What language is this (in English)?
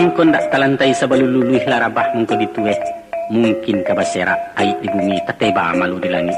Minangkabau